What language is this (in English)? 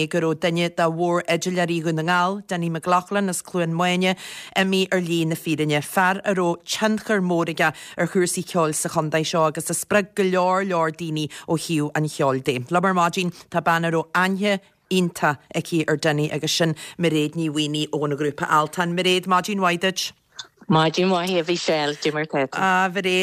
Irish